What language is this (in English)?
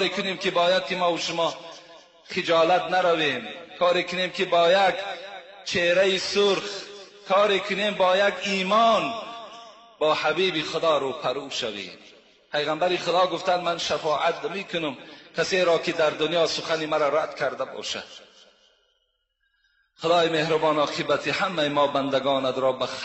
Persian